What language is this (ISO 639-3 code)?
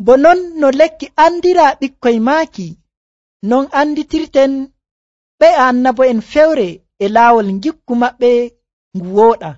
fuv